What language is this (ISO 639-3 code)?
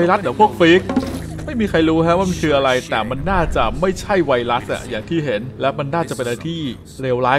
tha